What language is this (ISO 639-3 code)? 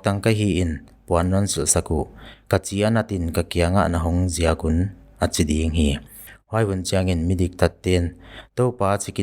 pck